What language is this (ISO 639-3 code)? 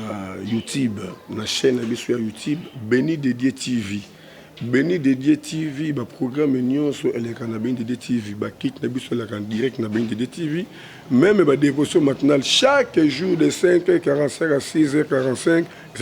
lin